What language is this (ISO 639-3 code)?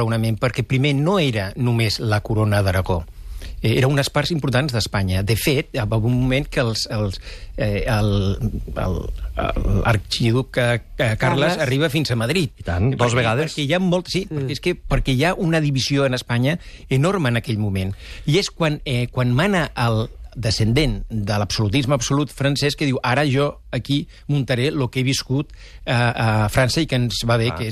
cat